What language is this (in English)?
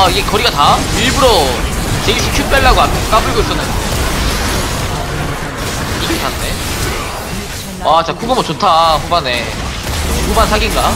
Korean